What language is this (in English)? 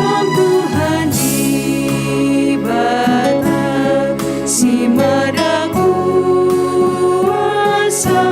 Batak Karo